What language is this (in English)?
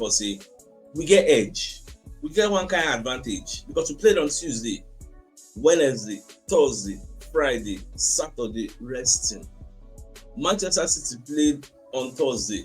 Nigerian Pidgin